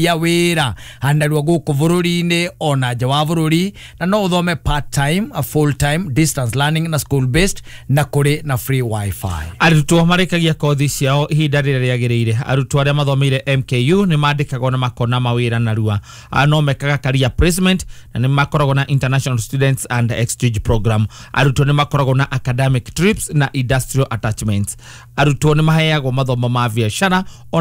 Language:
Kikuyu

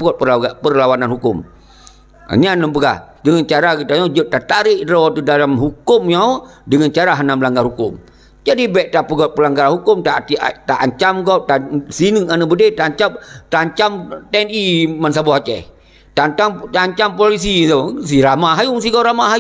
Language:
Achinese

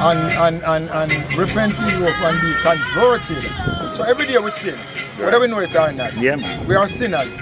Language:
Jamaican Creole English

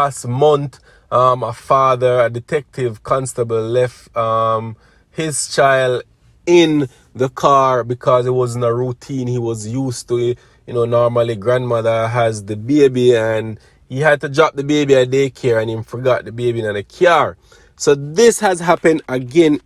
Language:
Jamaican Creole English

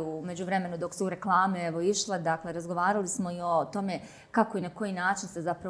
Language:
Bosnian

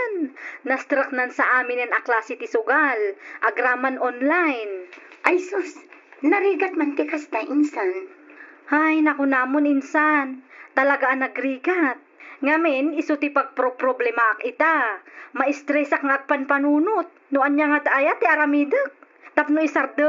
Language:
Iloko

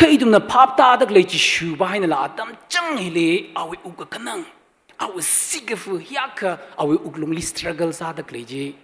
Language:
Tangkhul Naga (India)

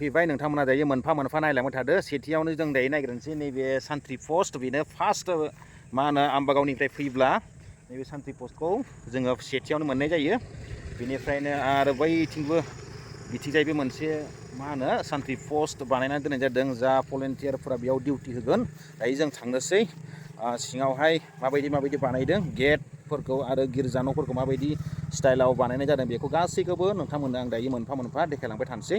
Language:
Bodo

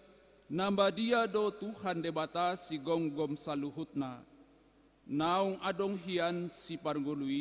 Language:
Batak Toba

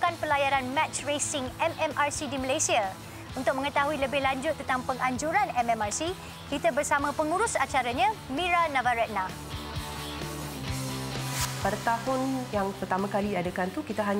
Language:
Malay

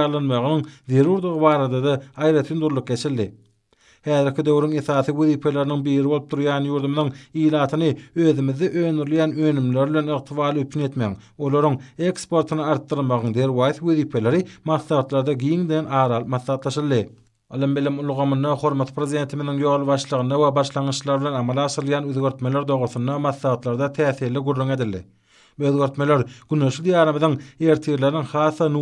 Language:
Turkmen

